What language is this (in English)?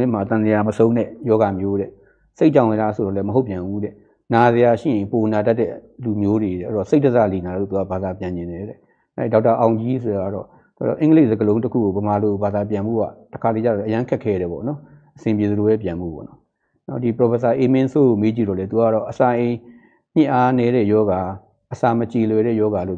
Burmese